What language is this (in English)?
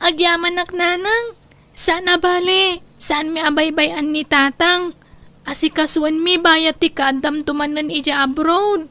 Iloko